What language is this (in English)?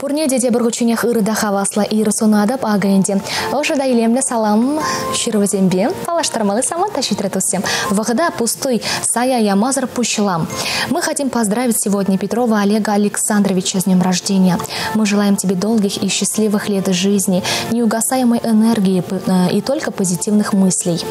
Chuvash